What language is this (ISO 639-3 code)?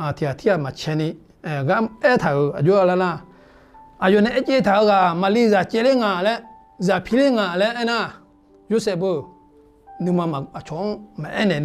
ahk